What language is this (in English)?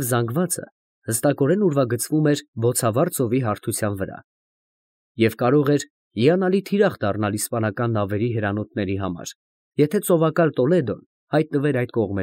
Armenian